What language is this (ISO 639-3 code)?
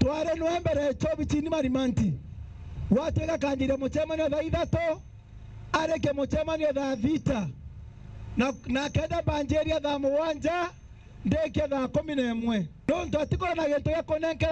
mer